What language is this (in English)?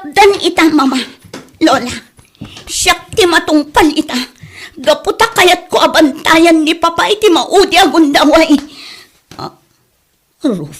Iloko